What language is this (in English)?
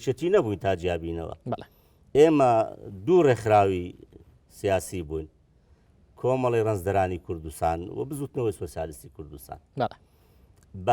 Central Kurdish